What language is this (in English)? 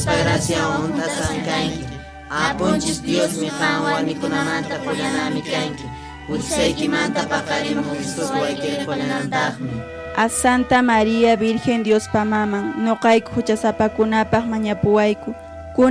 Quechua